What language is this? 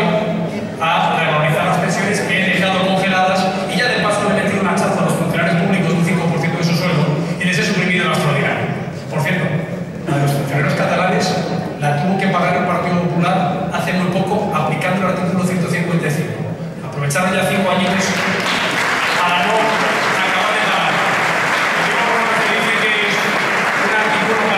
Spanish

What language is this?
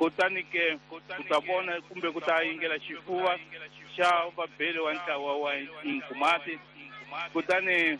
Tsonga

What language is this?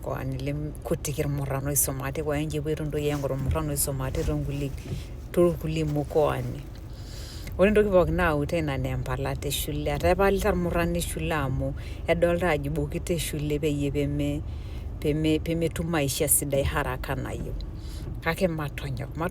Masai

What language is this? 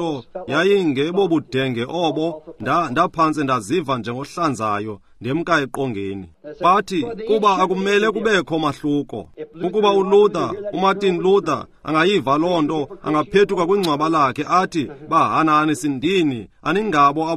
Xhosa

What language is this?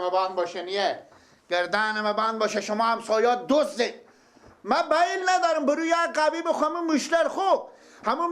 Persian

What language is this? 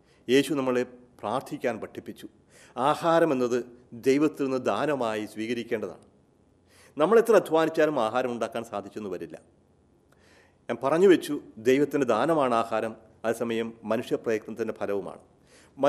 Malayalam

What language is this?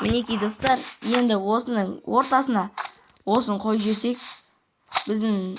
Kazakh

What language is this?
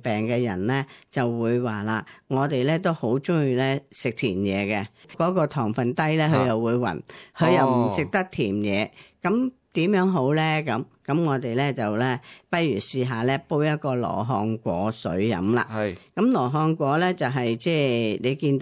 Cantonese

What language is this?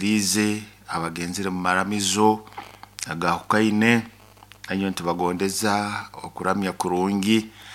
Nyoro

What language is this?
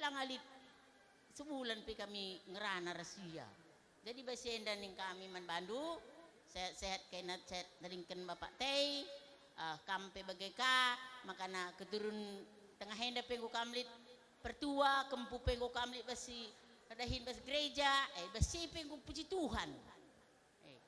Batak Karo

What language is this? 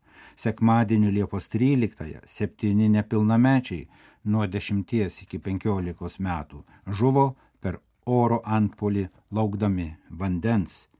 Lithuanian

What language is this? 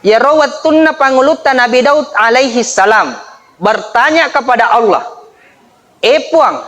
Buginese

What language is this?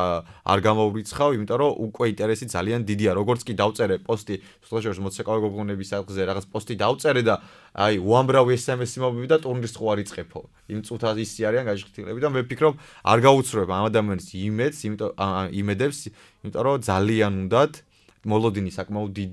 Georgian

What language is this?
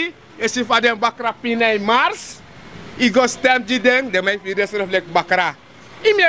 Sranan Tongo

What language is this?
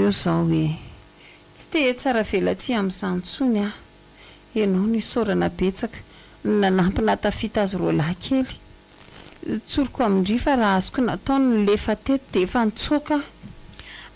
Malagasy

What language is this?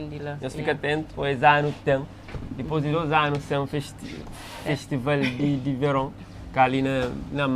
Kabuverdianu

